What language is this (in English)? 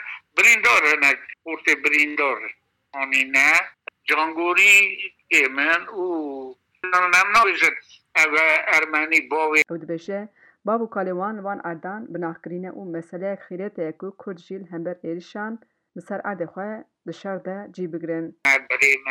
Kurdish